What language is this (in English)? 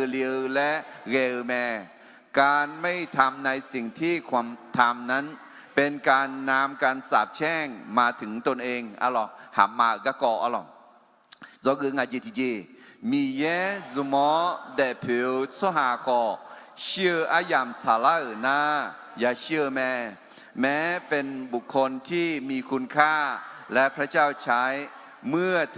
Akha